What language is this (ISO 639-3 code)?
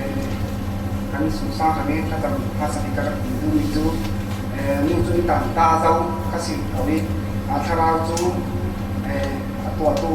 cfm